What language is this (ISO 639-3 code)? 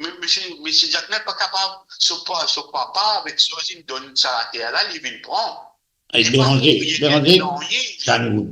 mfe